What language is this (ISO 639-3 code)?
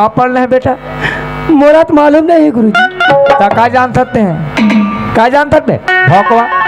hne